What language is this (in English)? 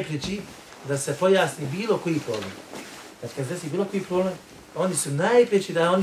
Bosnian